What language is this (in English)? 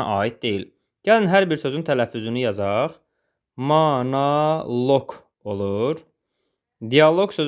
Azerbaijani